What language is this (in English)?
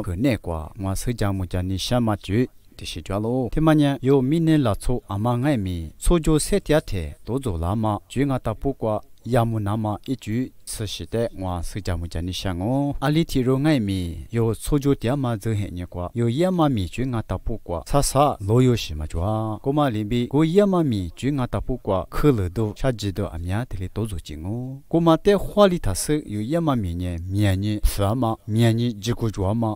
Lisu